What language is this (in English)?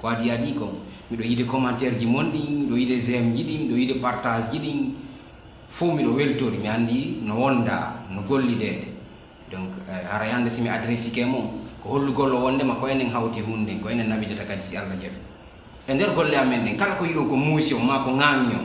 Fula